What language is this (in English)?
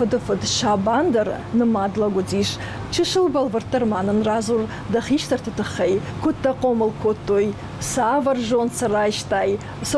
Ossetic